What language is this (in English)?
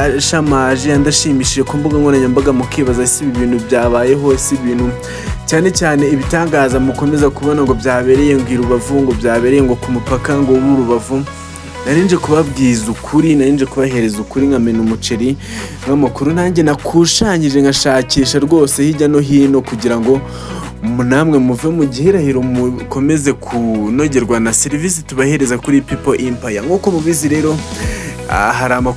Kinyarwanda